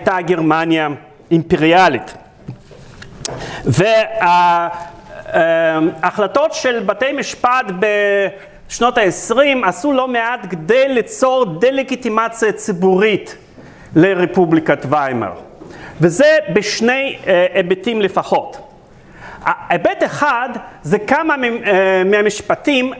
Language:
Hebrew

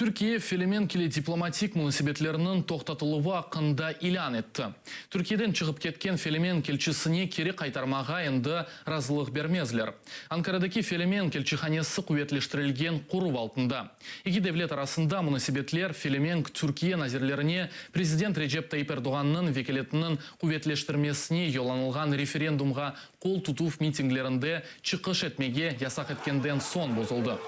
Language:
Crimean Tatar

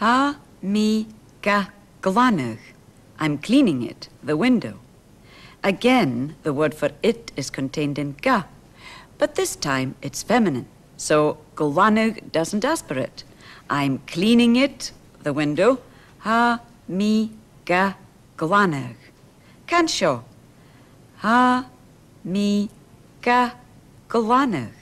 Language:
Scottish Gaelic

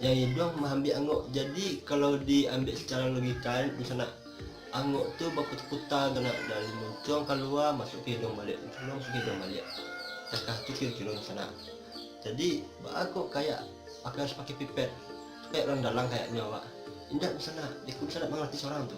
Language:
Minangkabau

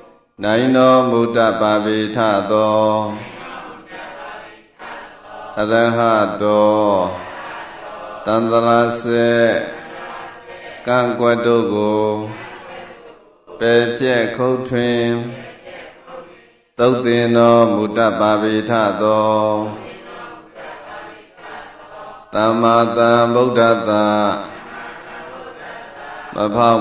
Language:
Burmese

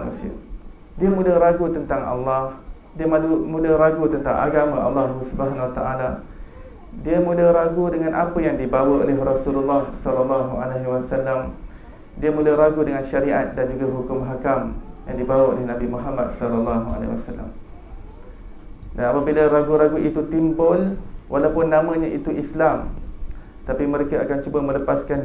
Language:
Malay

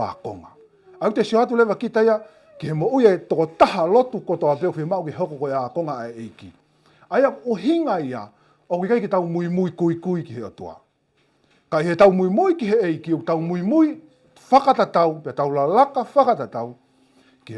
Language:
Tongan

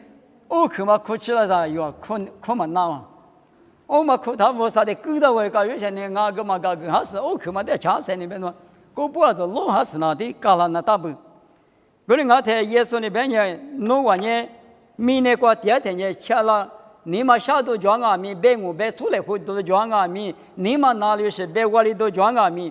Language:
Lisu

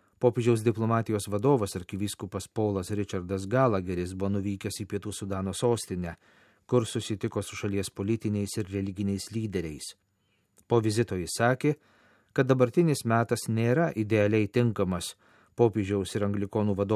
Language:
Lithuanian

